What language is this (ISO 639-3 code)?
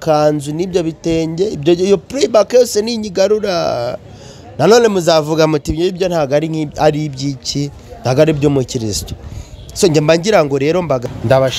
kin